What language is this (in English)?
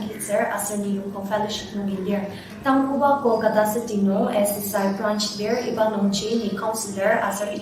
Ao Naga